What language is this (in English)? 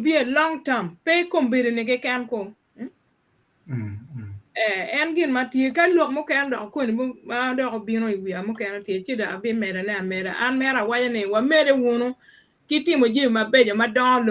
Acoli